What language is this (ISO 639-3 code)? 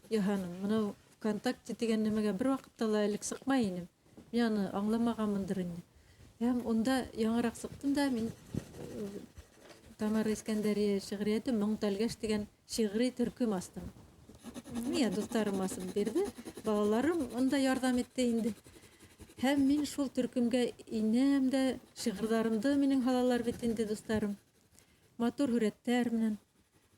bak